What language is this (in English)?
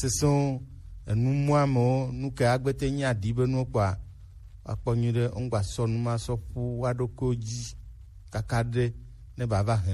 Gen